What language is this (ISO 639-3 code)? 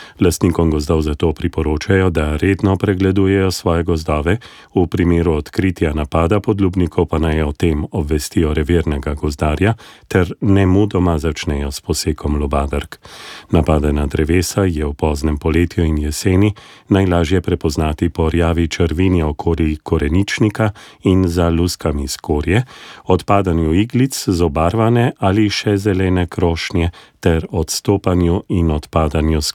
slv